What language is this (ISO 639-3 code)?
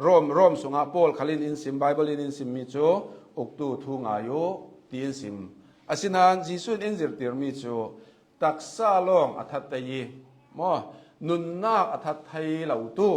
cnh